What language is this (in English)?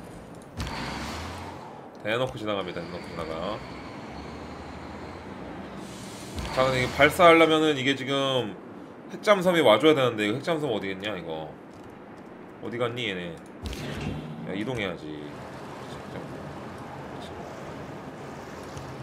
Korean